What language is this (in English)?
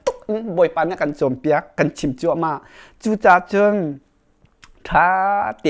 Hakha Chin